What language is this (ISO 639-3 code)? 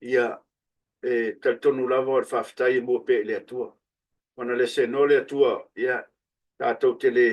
smo